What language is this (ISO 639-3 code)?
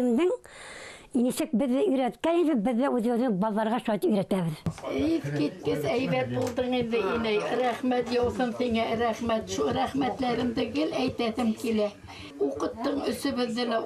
bak